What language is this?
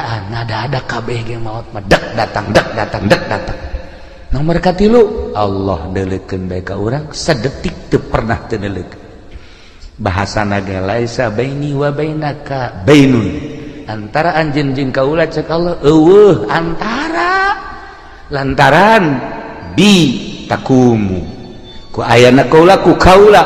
Sundanese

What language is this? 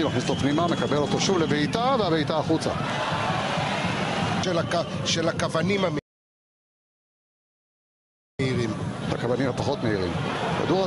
Hebrew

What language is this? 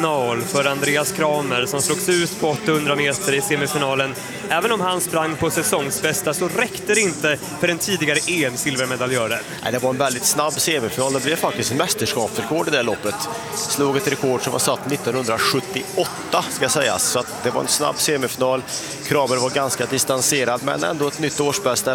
Swedish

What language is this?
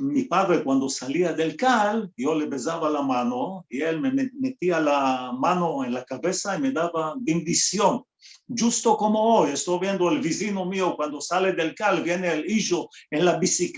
Ladino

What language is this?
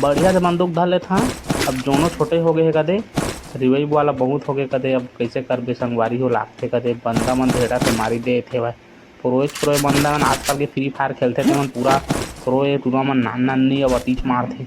Chhattisgarhi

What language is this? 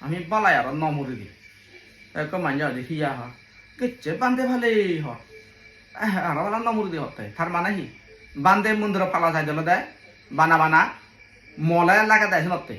Chakma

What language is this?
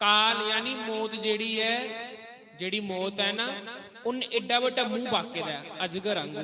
Dogri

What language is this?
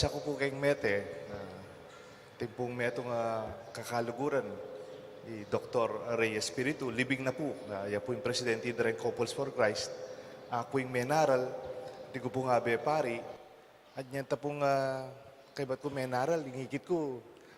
Pampanga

